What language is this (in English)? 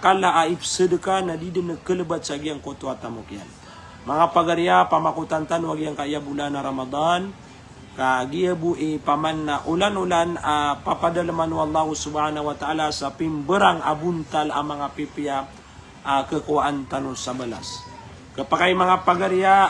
Maranao